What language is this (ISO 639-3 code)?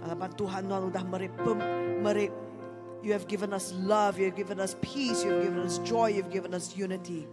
iba